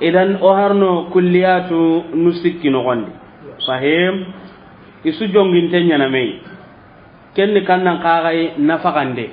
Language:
Soninke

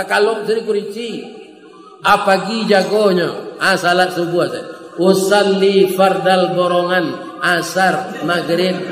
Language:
Minangkabau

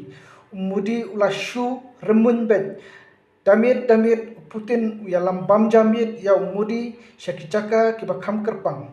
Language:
Khasi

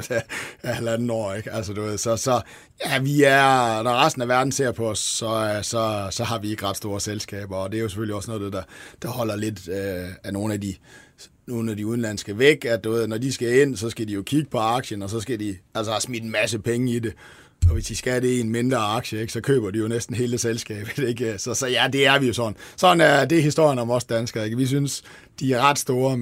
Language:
Danish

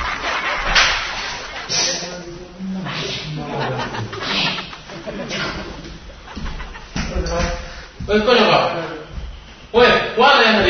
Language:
Indonesian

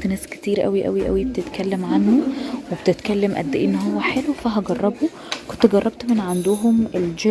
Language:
Egyptian Arabic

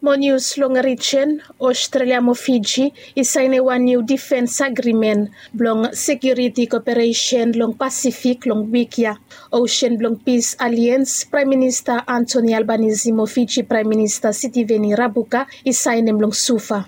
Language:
Bislama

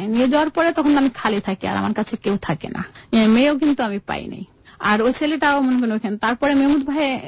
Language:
Bangla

